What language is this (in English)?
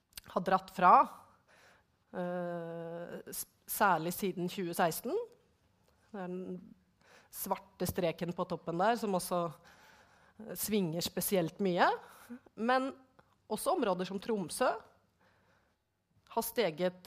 Norwegian